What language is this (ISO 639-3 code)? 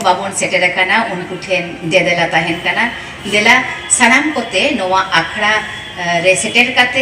sat